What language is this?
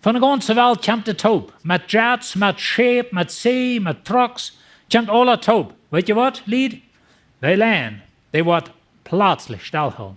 Plautdietsch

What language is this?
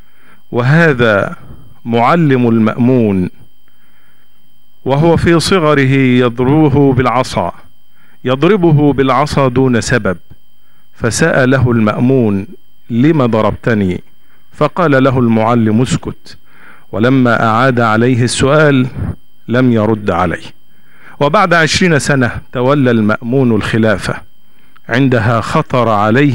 Arabic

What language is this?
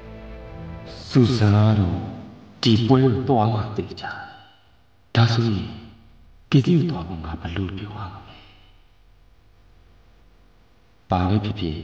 Burmese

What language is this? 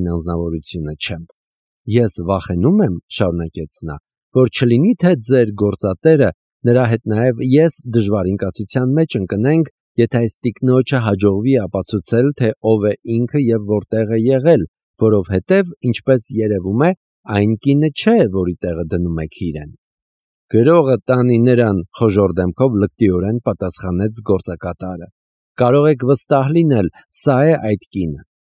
Armenian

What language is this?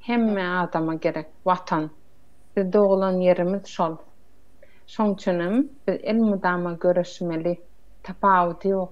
Turkmen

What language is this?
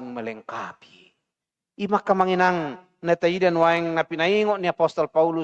Batak Toba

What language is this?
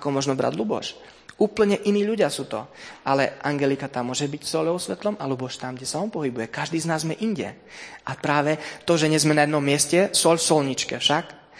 Slovak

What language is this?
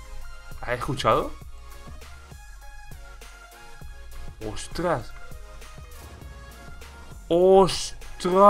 Spanish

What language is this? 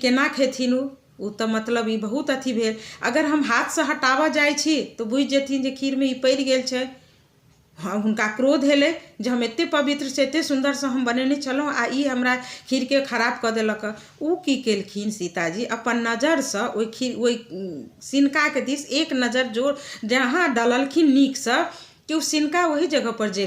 Maithili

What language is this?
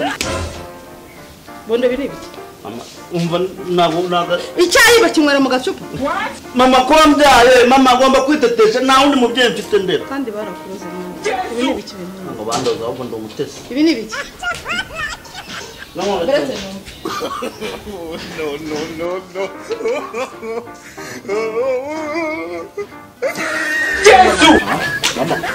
Kinyarwanda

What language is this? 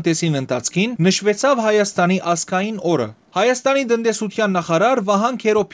Western Armenian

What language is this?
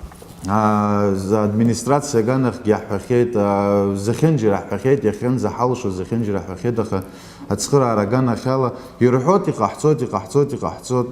Abkhazian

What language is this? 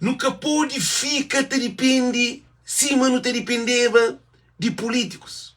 Kabuverdianu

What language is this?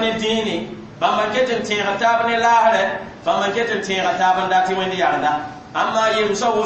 Mossi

